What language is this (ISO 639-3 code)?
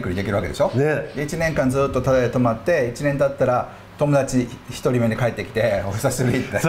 jpn